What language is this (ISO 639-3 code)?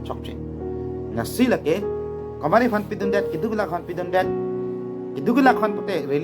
mjw